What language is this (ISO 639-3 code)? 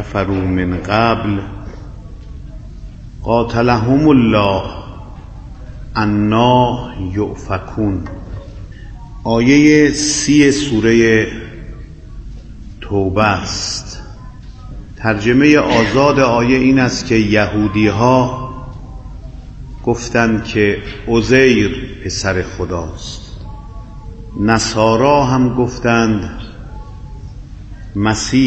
fas